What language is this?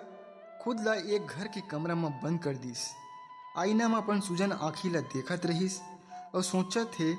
Chhattisgarhi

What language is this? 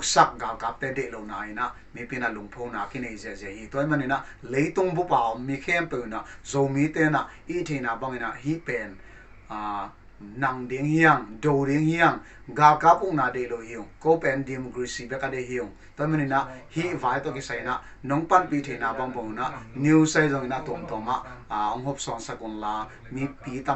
Paite Chin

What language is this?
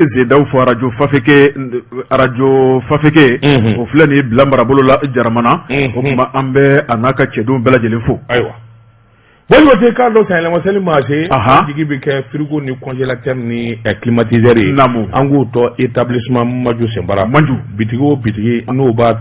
Bambara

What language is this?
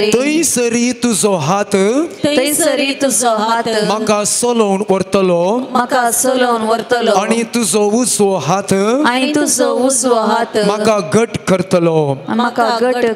Konkani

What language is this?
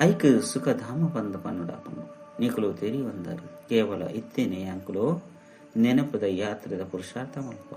Tulu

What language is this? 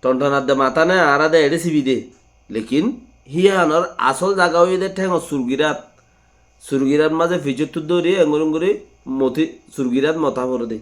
Rohingya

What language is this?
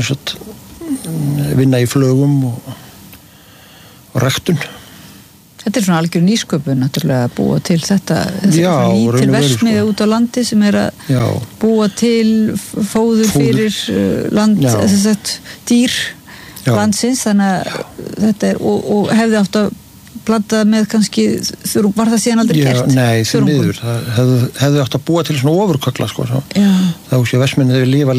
Icelandic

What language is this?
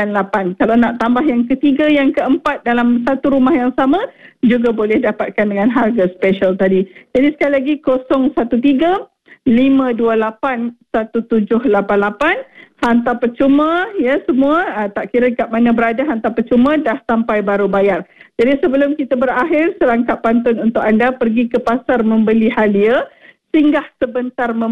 Malay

